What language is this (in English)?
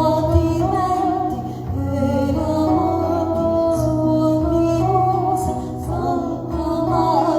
Sicilian